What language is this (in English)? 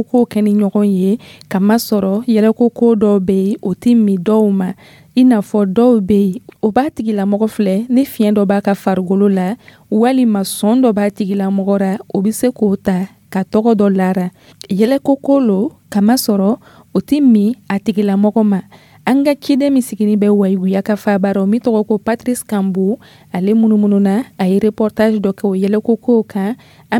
Dyula